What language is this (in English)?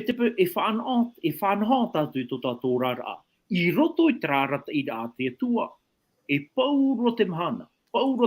Tahitian